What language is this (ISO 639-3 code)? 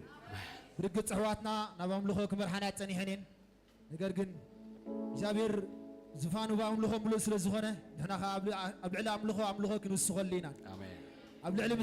tir